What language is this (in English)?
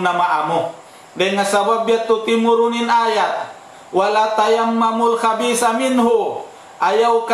Tausug